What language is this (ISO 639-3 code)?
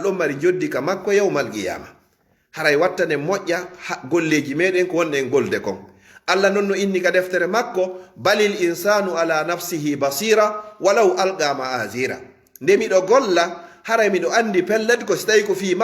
ful